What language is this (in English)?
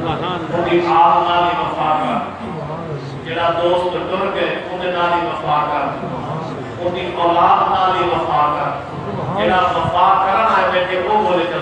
Saraiki